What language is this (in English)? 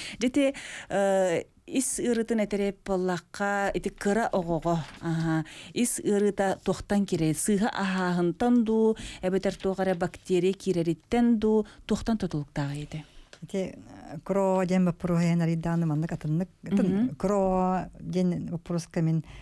Yakut